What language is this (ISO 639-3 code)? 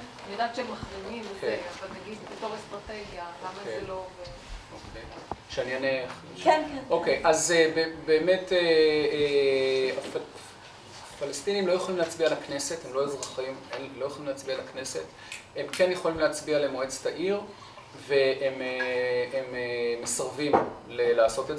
heb